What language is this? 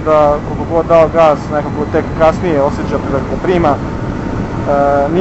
Serbian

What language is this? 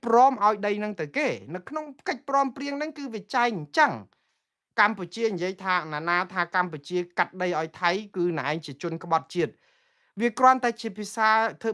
Khmer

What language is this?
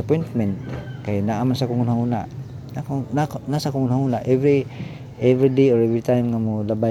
Cebuano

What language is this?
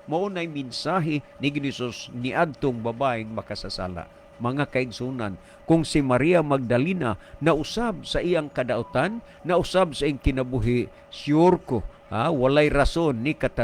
Cebuano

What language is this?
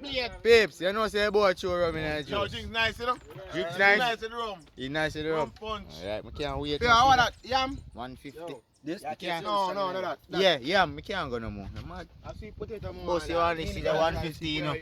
Jamaican Creole English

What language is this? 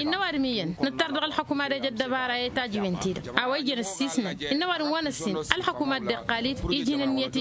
Tamasheq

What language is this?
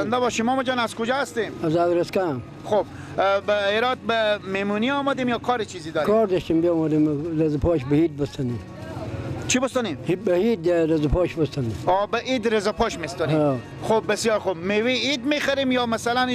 Persian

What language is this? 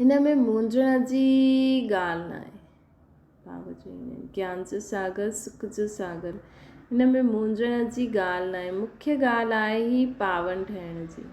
Sindhi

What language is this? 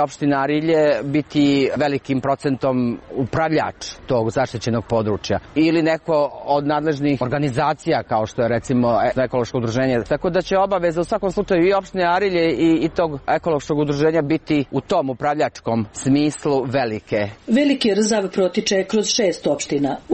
Serbian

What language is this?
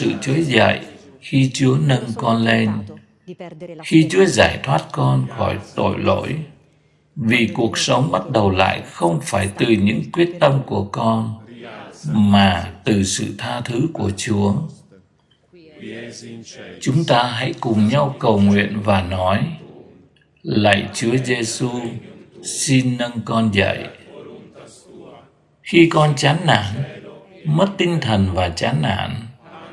Vietnamese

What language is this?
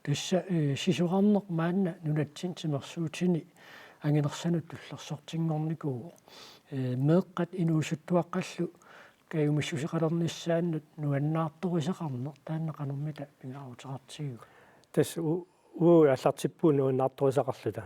Kalaallisut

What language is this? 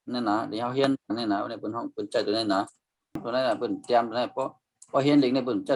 Shan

